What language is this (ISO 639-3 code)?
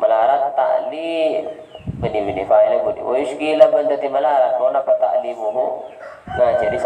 mad